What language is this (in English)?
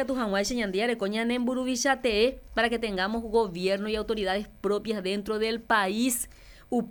Guarani